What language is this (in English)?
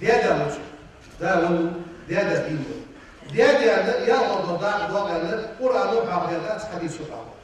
Ingush